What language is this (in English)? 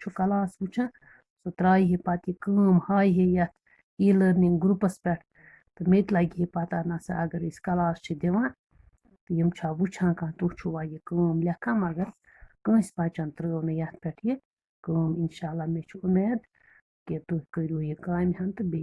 Kashmiri